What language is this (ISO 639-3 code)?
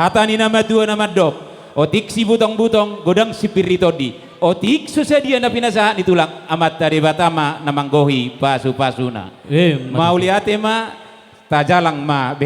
bbc